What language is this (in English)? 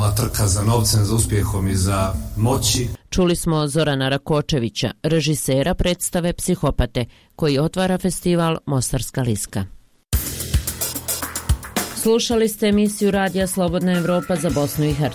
Bosnian